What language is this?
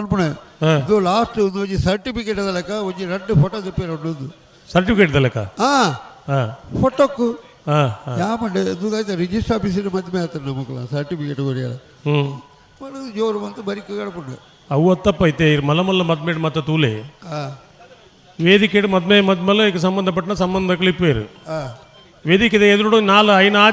Tulu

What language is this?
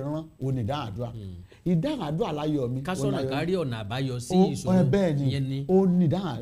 Yoruba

